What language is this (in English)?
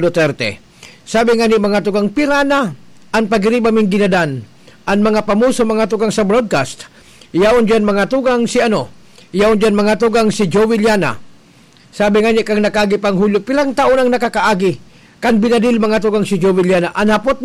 Bikol